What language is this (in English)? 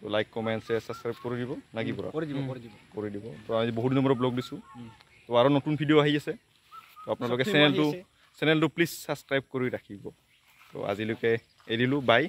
Assamese